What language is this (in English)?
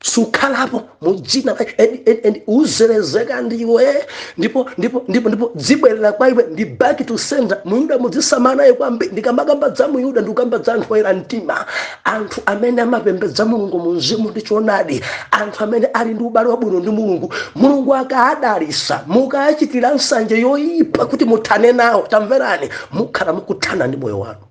Nyanja